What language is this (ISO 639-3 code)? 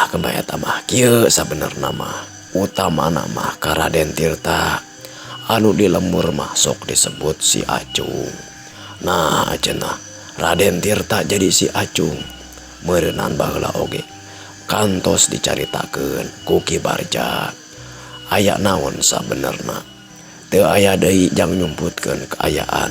sun